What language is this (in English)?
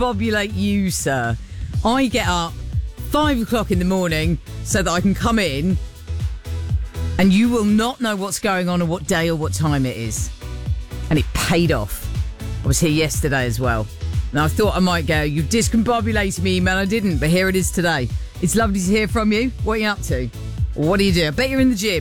English